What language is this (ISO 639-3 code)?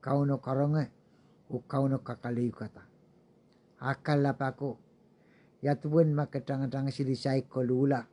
pon